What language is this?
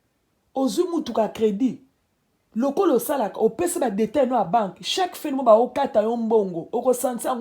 Lingala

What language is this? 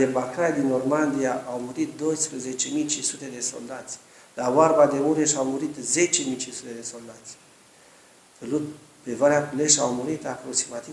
Romanian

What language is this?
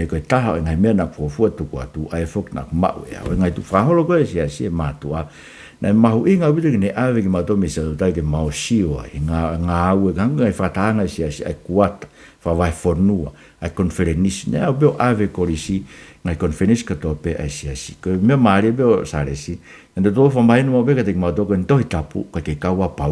Tongan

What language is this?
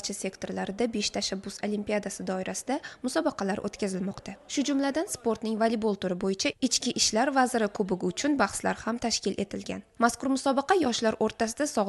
Uzbek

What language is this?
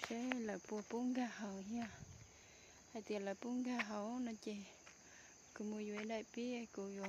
Hmong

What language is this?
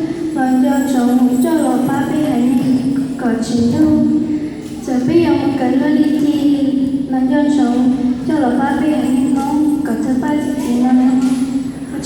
Hmong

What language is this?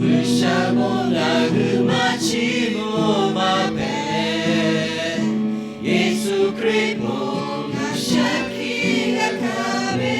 Lahu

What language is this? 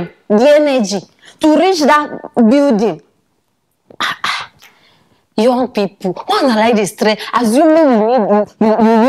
Nigerian Pidgin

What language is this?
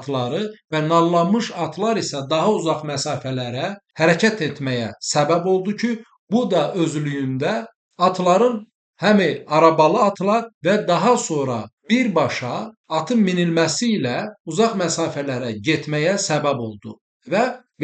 Azerbaijani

